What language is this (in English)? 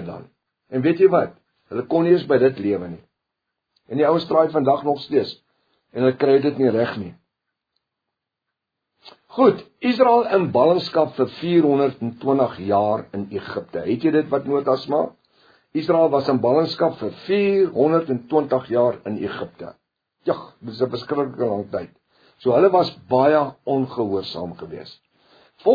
Afrikaans